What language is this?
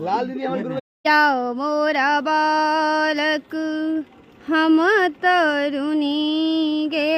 Maithili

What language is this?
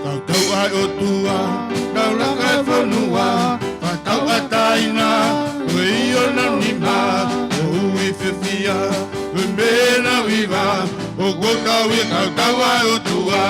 Tongan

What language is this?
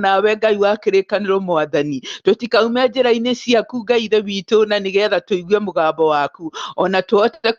Kikuyu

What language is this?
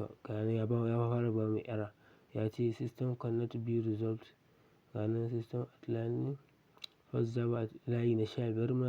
Hausa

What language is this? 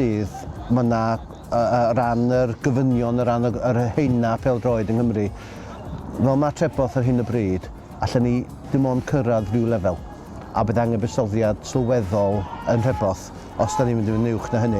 Welsh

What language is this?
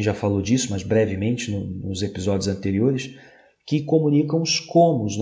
Portuguese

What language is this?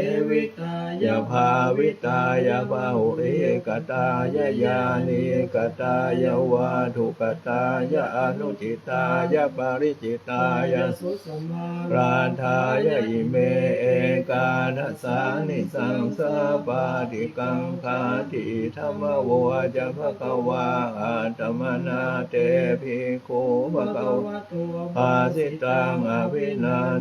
Pali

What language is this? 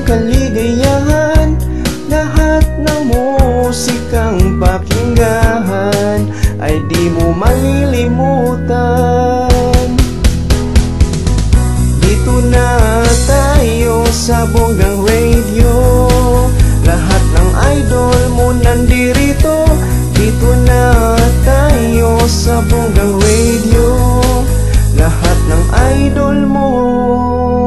Filipino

